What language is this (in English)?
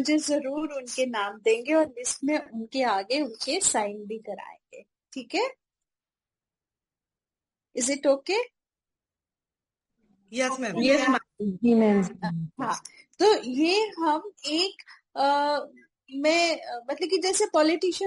Hindi